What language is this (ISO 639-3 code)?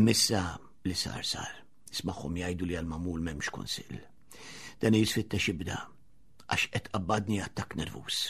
mlt